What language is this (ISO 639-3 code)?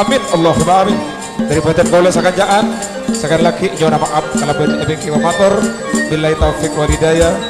mad